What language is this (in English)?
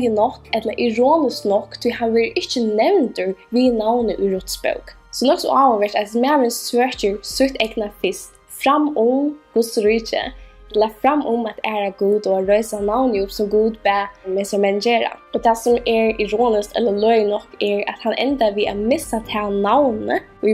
Faroese